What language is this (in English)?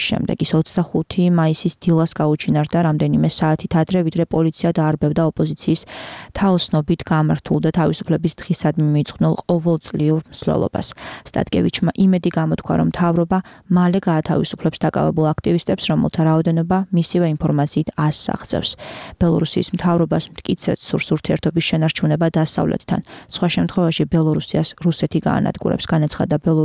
Georgian